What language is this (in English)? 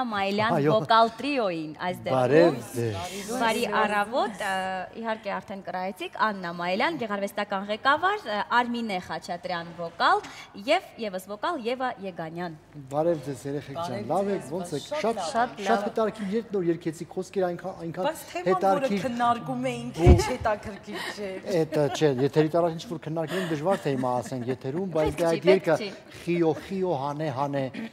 Armenian